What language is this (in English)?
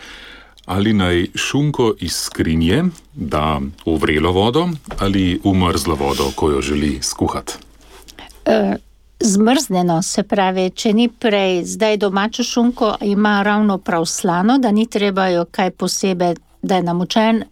Slovenian